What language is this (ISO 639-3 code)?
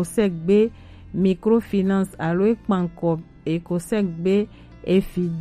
gej